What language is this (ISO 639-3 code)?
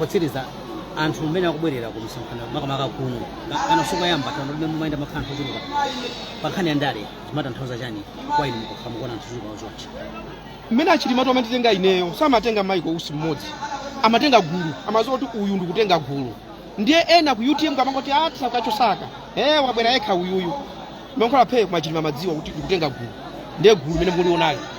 nya